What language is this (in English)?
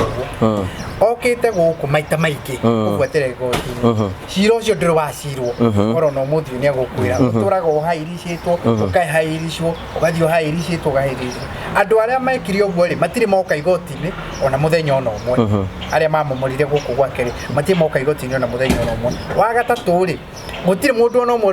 Kikuyu